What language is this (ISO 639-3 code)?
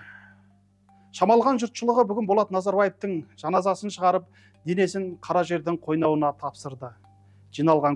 kaz